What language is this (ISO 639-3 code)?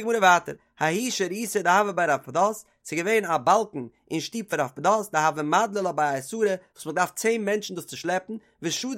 yid